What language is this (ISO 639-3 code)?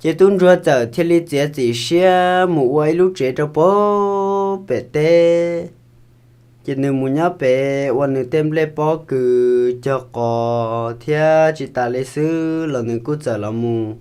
hmn